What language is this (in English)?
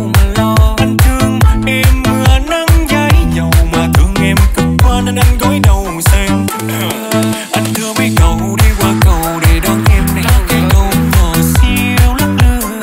Vietnamese